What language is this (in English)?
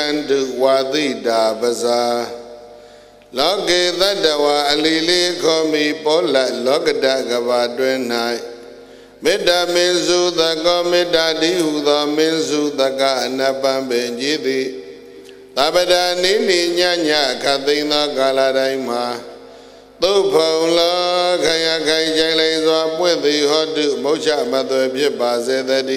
Burmese